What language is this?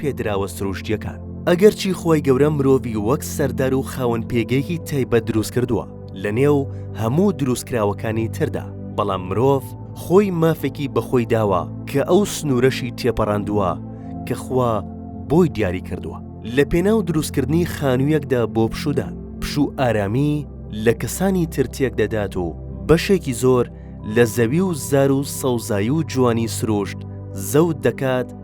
Central Kurdish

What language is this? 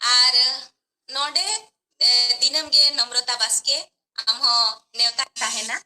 Santali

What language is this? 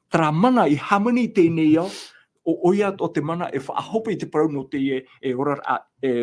Tahitian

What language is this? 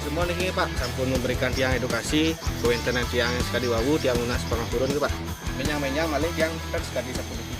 Balinese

